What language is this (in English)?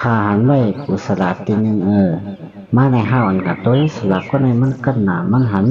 Shan